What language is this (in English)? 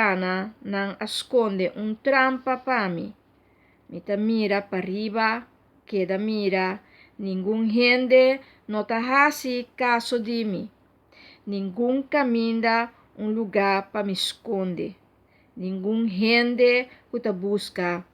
Papiamento